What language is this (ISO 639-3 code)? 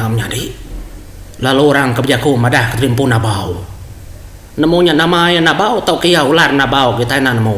iba